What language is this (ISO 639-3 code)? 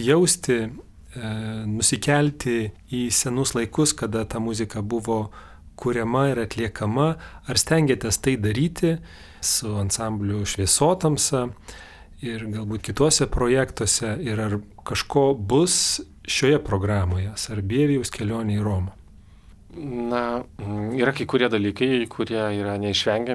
lit